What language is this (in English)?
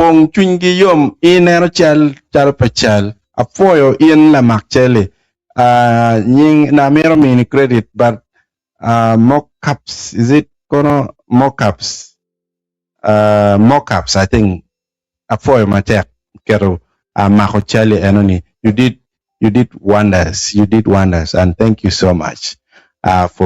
Acoli